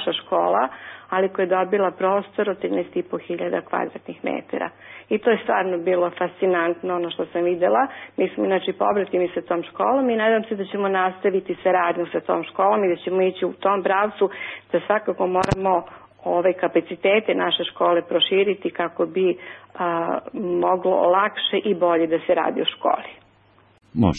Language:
Serbian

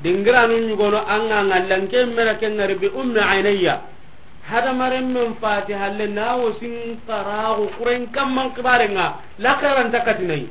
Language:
Soninke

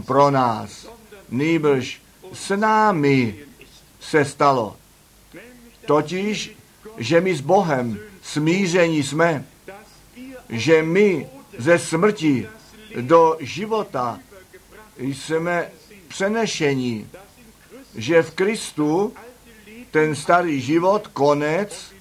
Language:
Czech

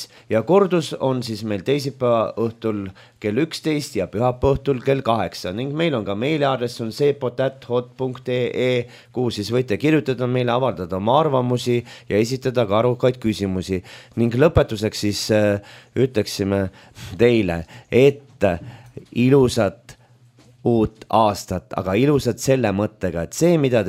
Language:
Estonian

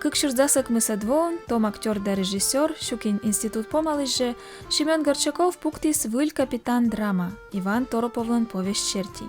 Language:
Komi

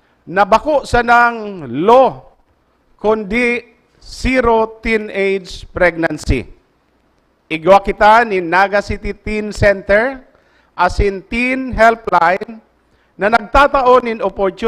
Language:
Bikol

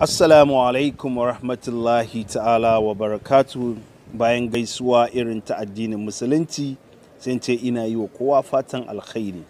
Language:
Hausa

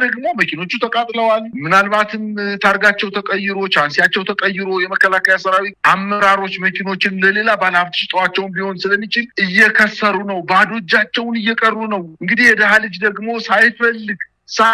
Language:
Amharic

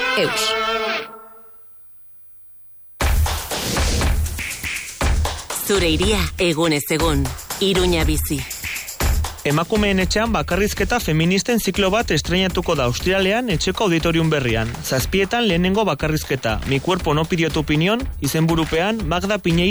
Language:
Basque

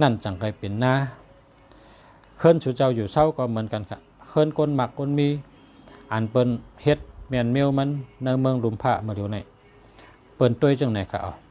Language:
Shan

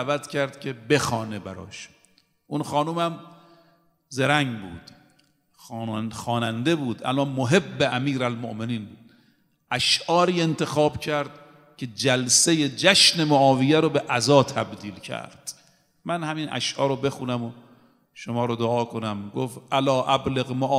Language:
Persian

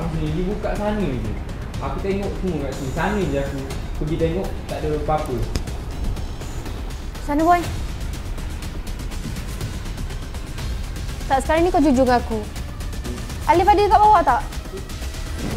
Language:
Malay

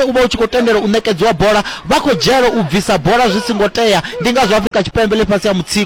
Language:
Venda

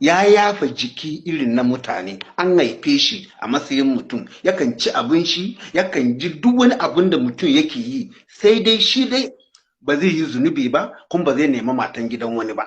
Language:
Hausa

